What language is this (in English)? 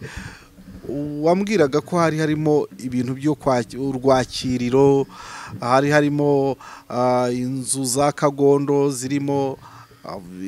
Kinyarwanda